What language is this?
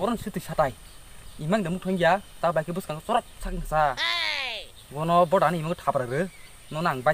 Kok Borok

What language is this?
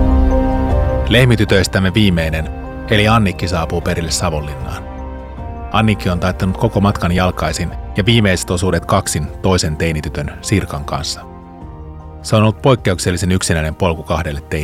Finnish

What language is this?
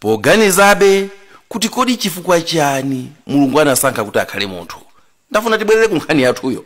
Nyanja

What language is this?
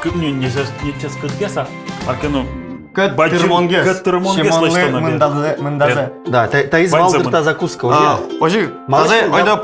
Udmurt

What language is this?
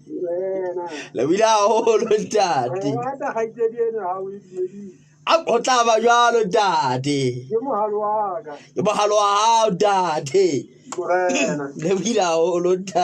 Southern Sotho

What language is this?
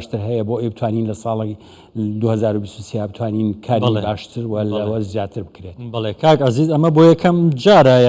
Central Kurdish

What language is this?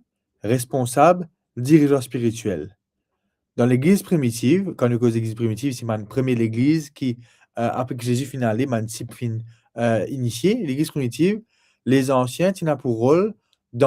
Morisyen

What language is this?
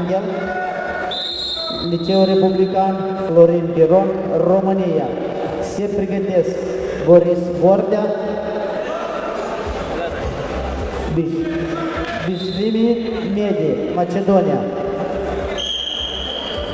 Romanian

